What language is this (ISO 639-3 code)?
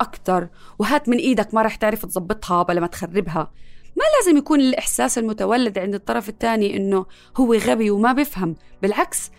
apc